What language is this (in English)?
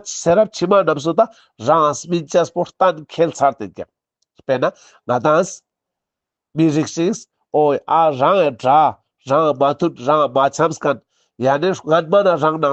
Ladakhi